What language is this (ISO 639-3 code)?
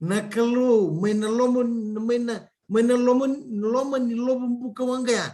fij